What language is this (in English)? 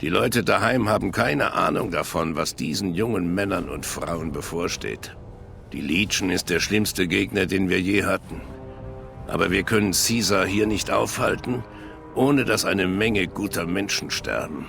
Bavarian